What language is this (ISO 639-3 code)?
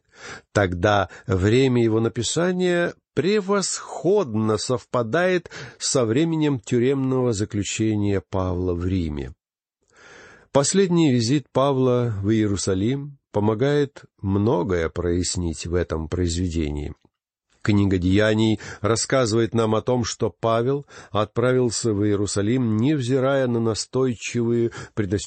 rus